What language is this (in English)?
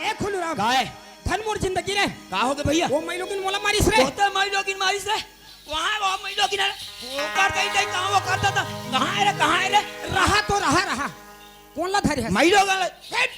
Chhattisgarhi